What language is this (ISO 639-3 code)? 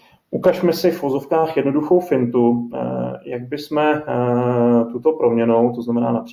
ces